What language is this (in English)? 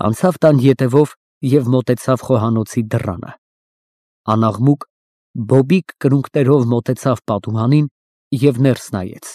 Armenian